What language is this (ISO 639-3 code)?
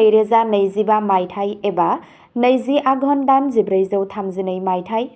brx